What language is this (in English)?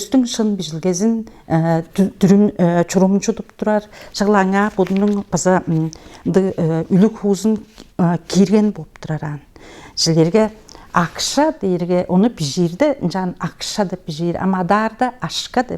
Tuvinian